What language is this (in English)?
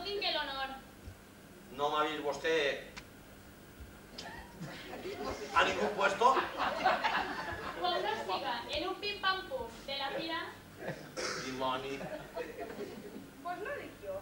Catalan